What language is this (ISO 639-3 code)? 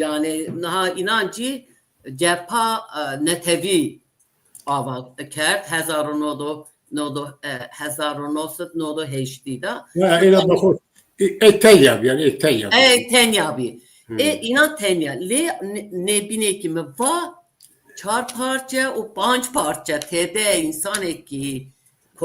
zza